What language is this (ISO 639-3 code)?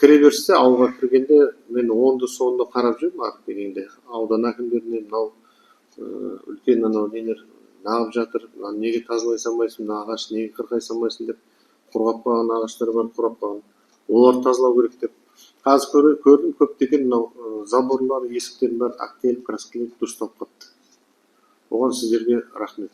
kaz